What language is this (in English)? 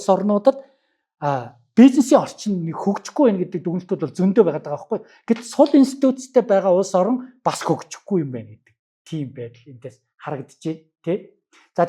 Mongolian